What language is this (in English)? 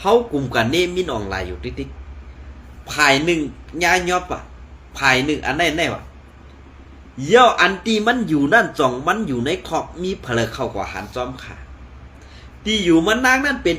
Shan